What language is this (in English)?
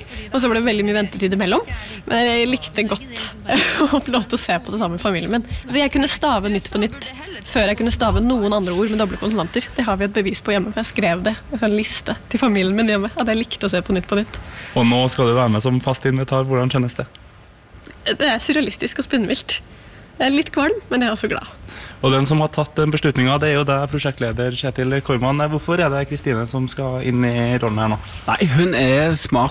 Norwegian